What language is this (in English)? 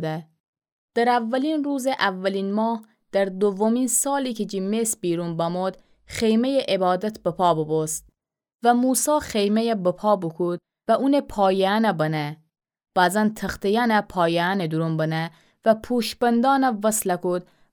Gilaki